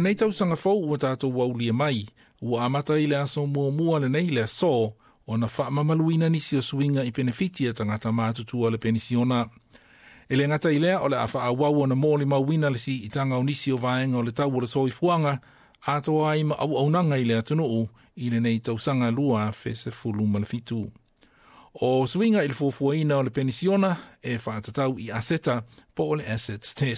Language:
Samoan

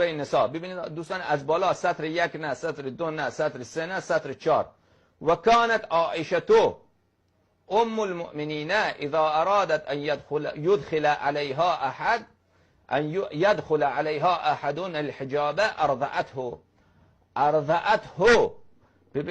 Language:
Persian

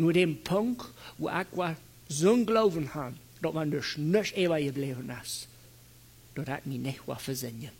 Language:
Plautdietsch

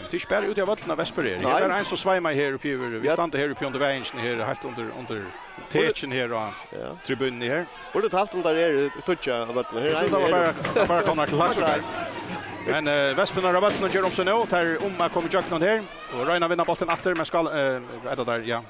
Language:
Faroese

